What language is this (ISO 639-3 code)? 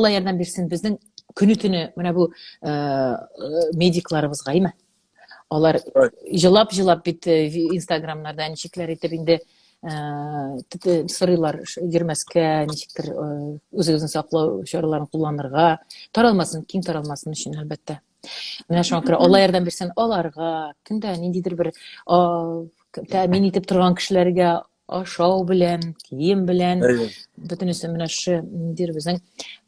tat